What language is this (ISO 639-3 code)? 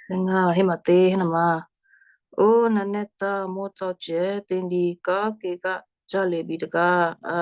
kyu